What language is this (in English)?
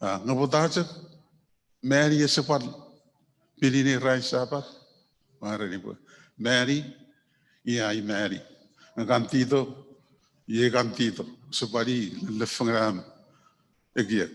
Chuukese